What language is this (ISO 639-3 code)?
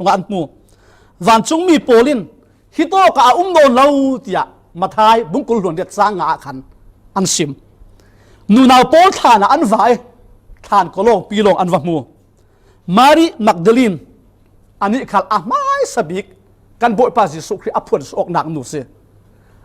cfm